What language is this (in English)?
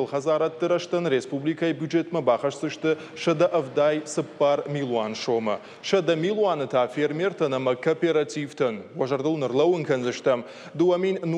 Ossetic